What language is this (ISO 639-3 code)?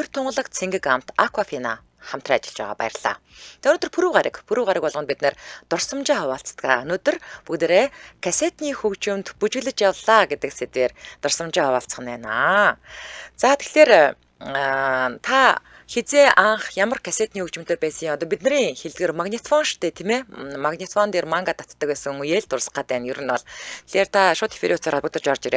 mon